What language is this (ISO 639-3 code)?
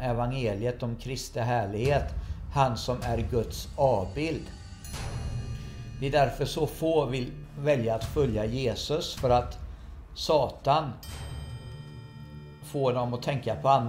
swe